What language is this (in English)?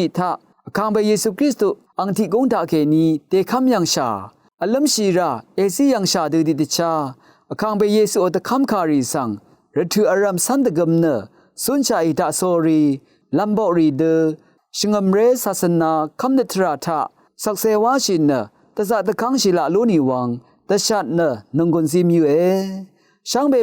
Rawang